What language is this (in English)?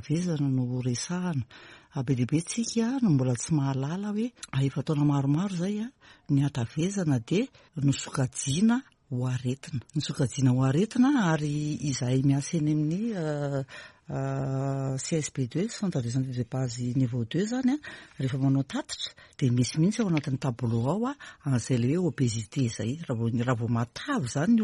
Malagasy